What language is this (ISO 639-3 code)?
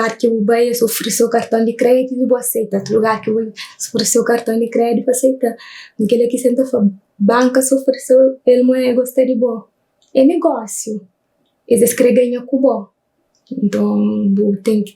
kea